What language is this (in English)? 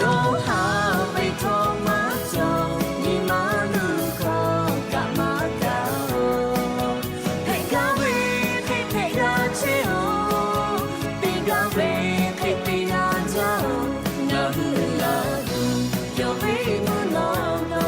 Lahu